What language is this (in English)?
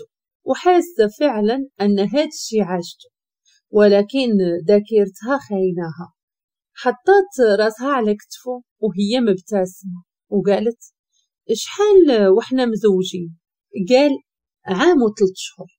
Moroccan Arabic